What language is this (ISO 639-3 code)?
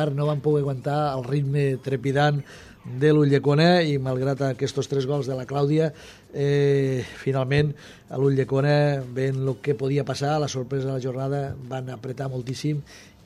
cat